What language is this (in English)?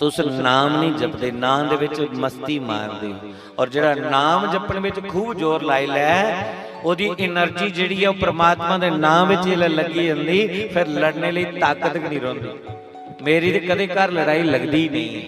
Dogri